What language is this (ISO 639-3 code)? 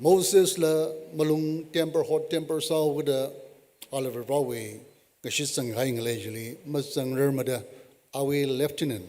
nmf